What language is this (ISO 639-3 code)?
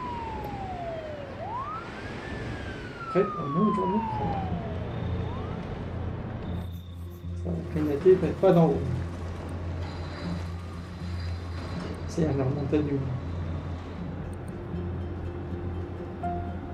fra